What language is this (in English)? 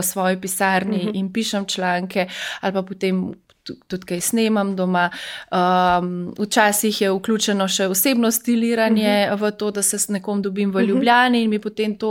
Slovenian